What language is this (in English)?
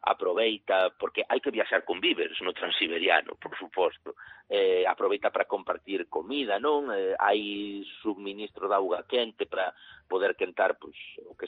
Galician